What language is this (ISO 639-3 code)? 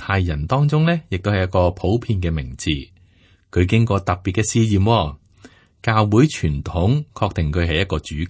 yue